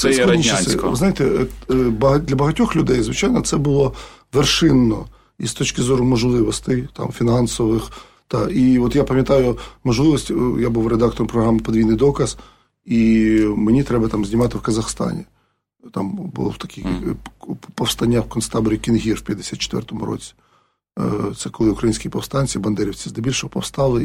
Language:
Ukrainian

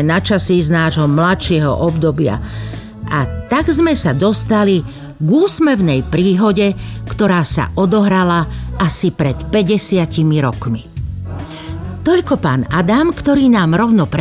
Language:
Slovak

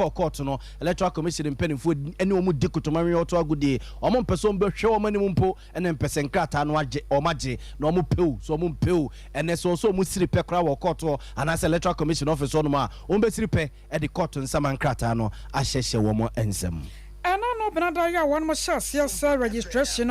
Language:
Akan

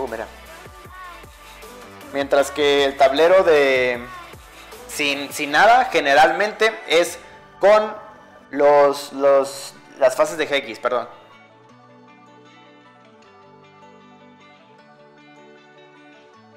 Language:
Spanish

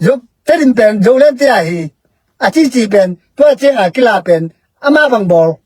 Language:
Tedim Chin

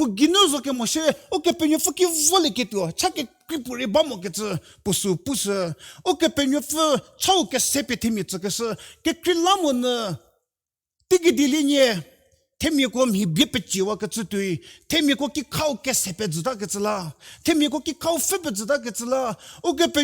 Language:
Angami Naga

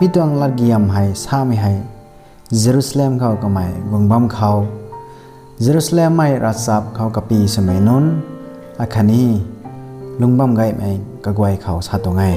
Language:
Rongmei Naga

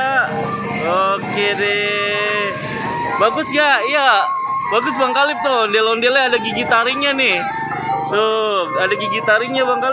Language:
Betawi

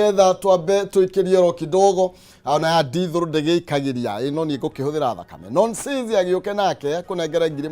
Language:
Kikuyu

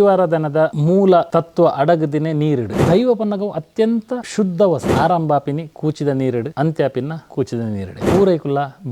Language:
Tulu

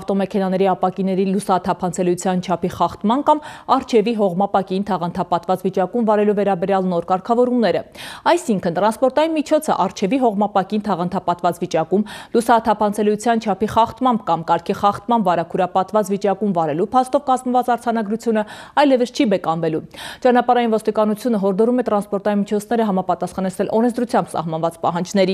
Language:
Armenian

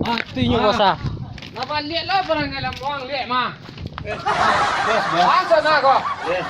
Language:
Minangkabau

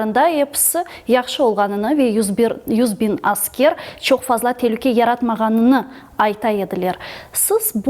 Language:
Crimean Tatar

